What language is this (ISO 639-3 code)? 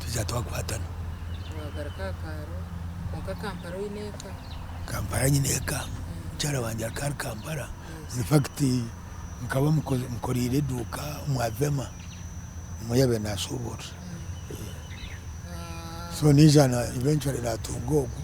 nyn